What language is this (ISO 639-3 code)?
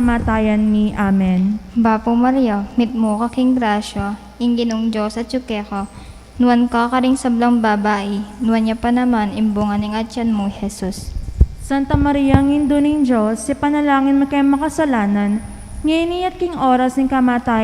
pam